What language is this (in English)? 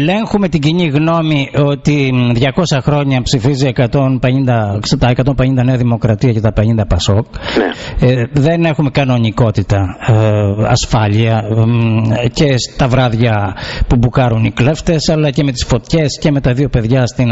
Greek